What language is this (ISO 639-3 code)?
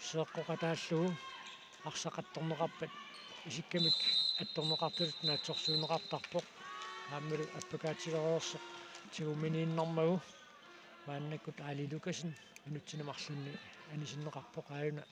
kal